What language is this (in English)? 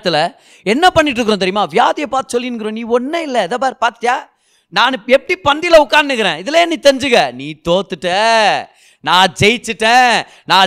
Tamil